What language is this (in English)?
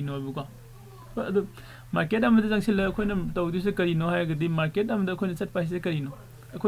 Manipuri